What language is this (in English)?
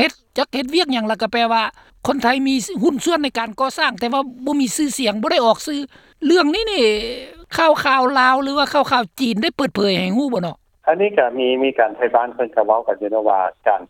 Lao